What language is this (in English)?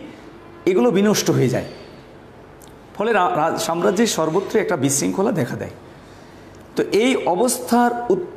Bangla